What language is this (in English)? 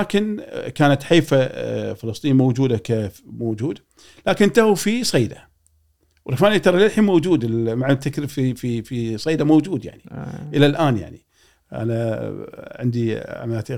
Gulf Arabic